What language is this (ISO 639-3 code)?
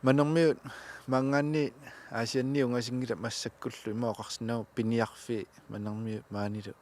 kal